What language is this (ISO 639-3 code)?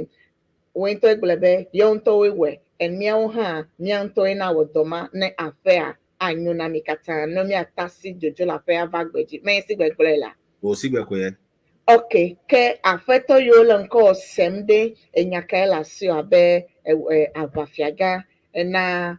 ewe